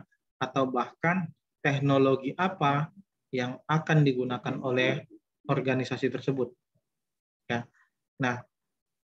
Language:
Indonesian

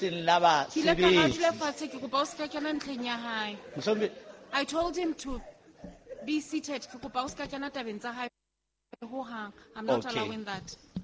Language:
Southern Sotho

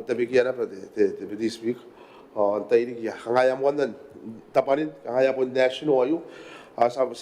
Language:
Gilbertese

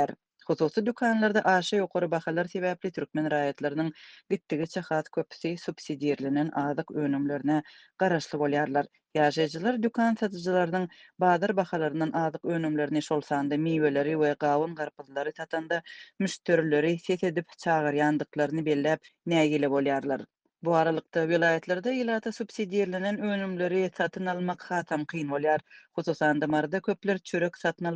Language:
Turkmen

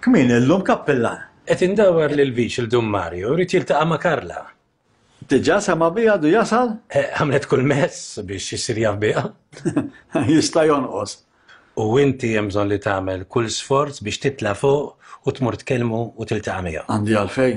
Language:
Maltese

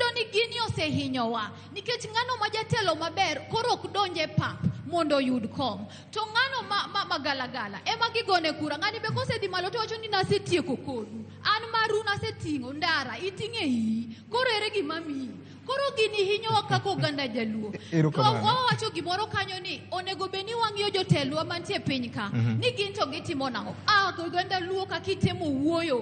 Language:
Luo (Kenya and Tanzania)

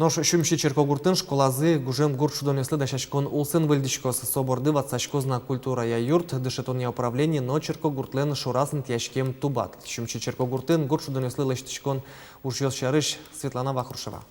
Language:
Udmurt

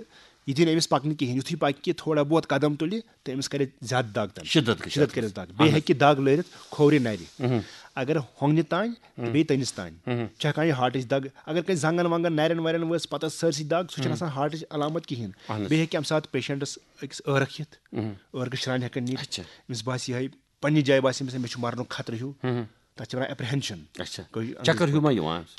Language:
Kashmiri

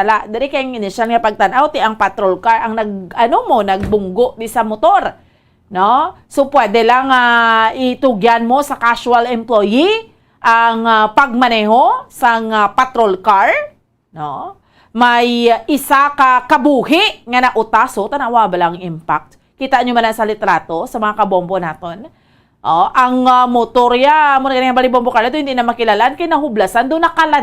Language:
Hiligaynon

